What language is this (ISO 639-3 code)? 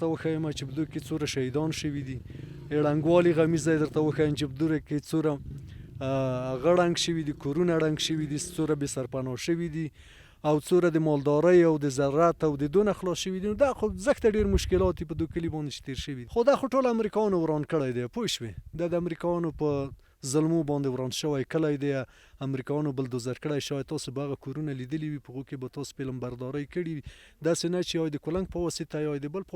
pus